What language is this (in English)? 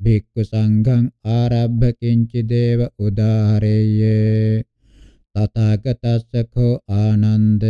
Pali